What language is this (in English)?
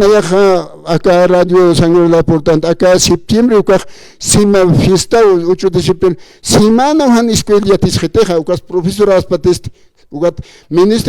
Aymara